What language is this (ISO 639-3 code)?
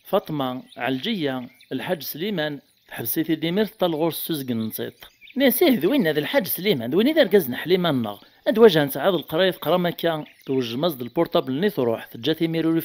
kab